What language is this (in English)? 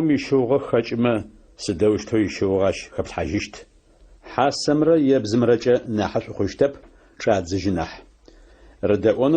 Adyghe